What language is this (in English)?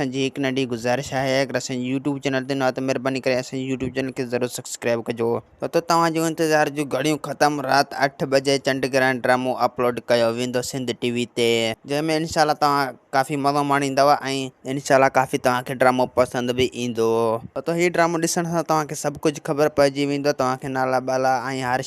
Sindhi